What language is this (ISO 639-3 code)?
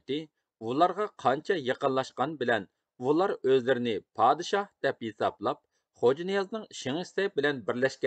uig